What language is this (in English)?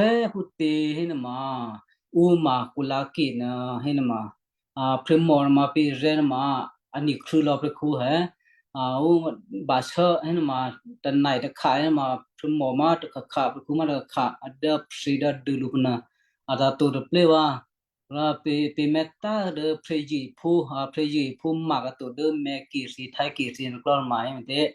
Western Kayah